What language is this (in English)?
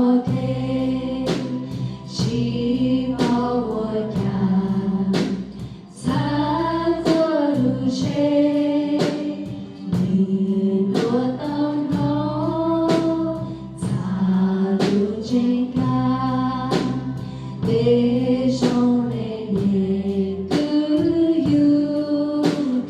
Hmong